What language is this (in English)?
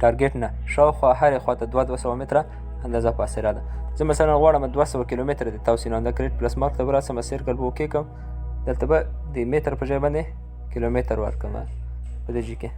Pashto